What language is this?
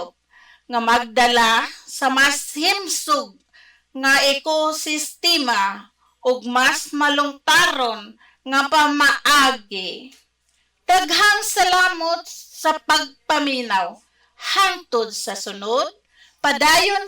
Cebuano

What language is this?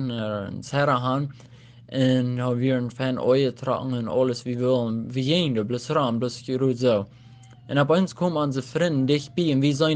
Plautdietsch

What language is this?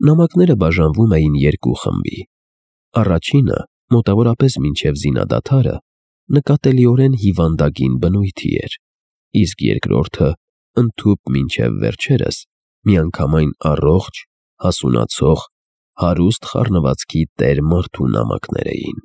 Armenian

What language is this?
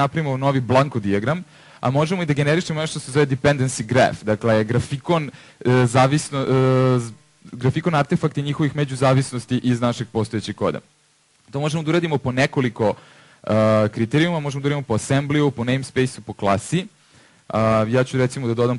Serbian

